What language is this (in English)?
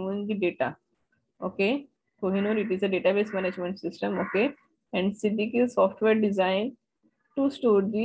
English